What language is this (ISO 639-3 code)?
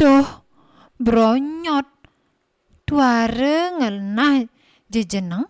ban